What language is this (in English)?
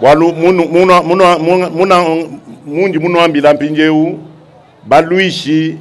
Luba-Lulua